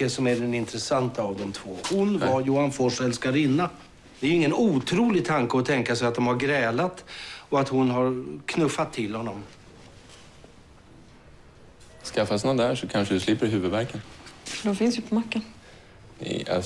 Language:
Swedish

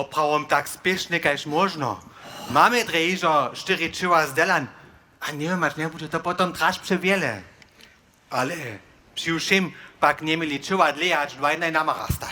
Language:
Upper Sorbian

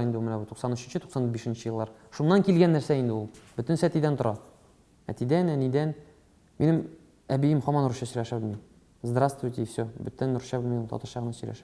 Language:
Tatar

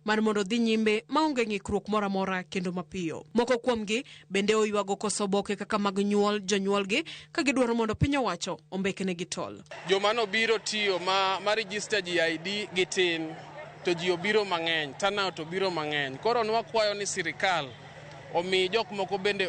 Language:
Luo (Kenya and Tanzania)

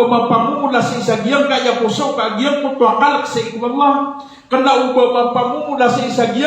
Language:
Maranao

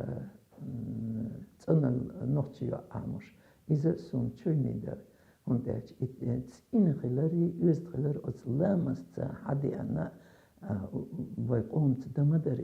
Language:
Chechen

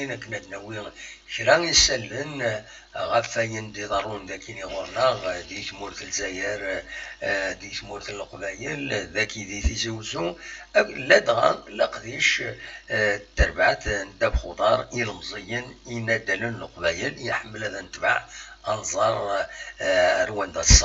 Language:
Kabyle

